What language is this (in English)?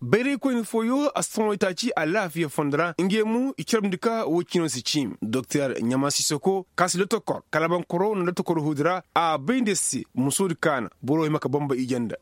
Koyraboro Senni